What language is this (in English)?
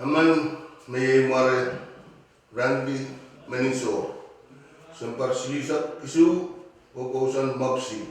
Pohnpeian